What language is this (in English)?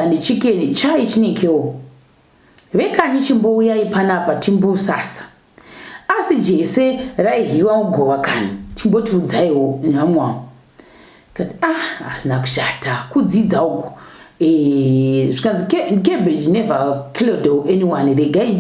Shona